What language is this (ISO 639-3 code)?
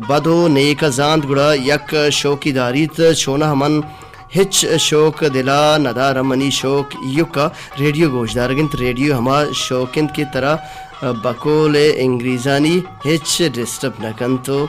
bal